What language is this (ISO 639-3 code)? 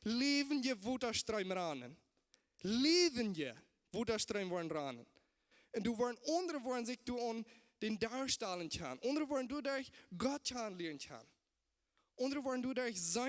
pdt